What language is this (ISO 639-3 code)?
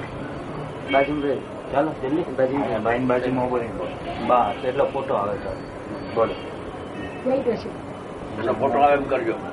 guj